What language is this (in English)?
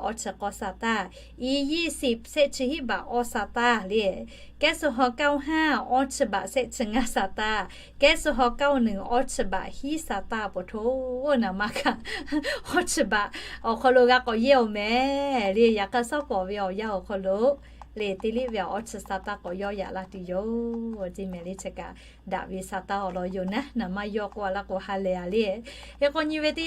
Lahu